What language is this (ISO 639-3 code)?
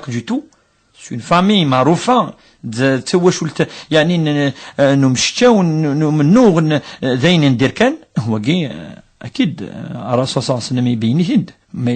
kab